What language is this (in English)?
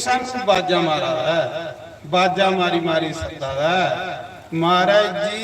Dogri